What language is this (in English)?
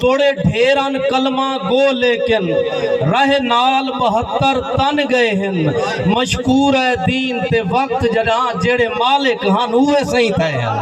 Saraiki